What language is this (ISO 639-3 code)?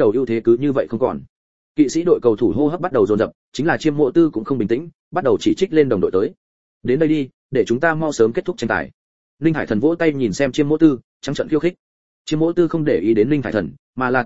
vie